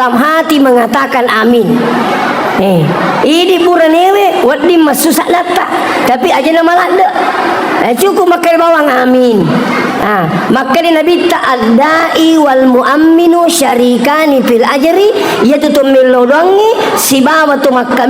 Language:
Buginese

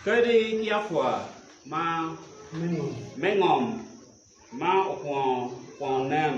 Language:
Acoli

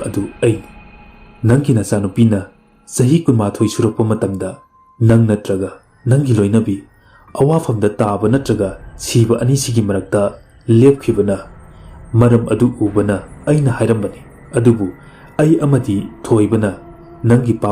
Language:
Manipuri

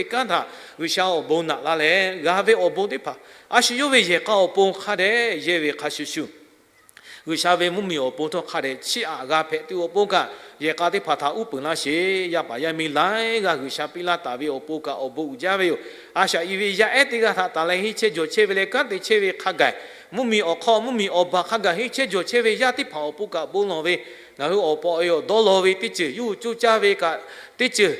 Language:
Lahu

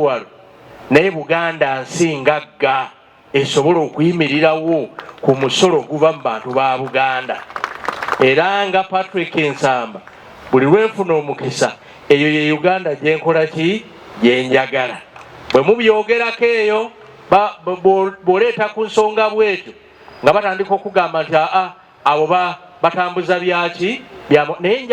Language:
Ganda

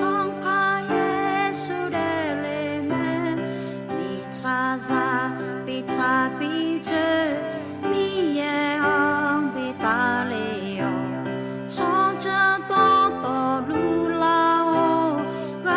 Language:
Akha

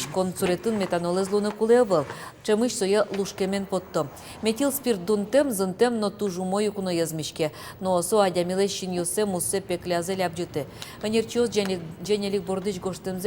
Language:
Udmurt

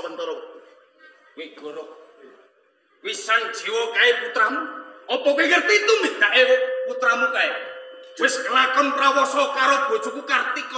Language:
Javanese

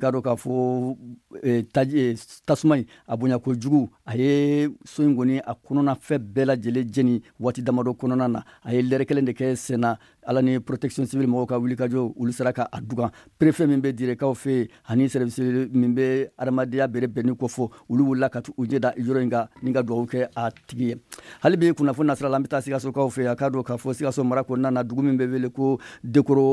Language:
Bambara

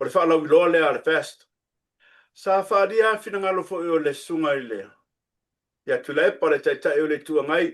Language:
Samoan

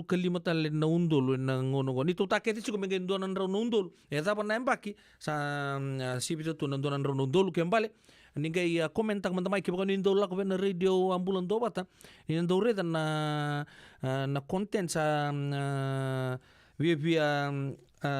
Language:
Fijian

